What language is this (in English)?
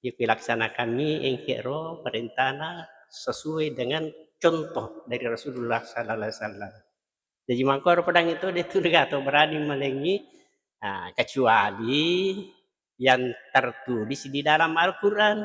Buginese